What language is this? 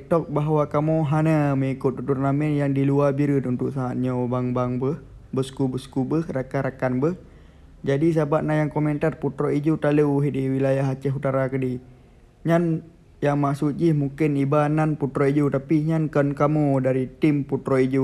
Achinese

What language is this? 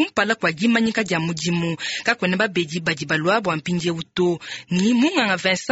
Luba-Lulua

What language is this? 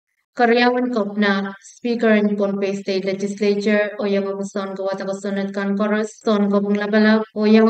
Pohnpeian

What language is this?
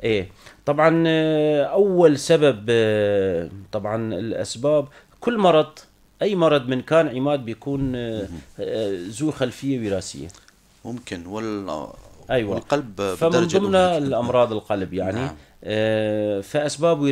North Levantine Arabic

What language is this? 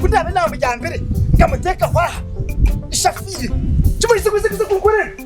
Nyankole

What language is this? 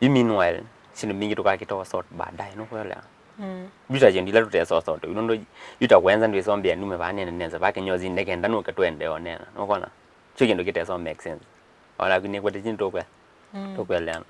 Kamba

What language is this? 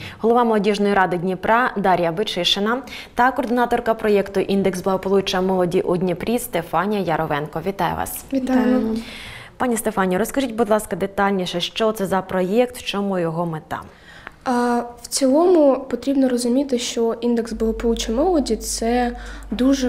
Ukrainian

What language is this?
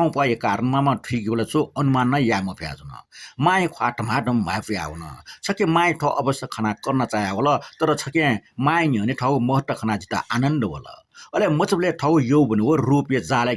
Newari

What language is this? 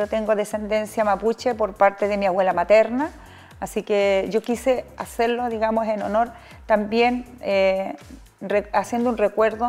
Spanish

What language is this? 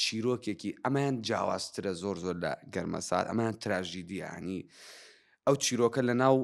Central Kurdish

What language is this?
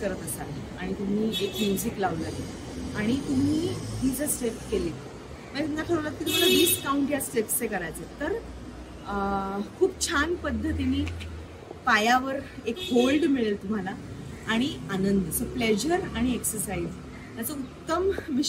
Marathi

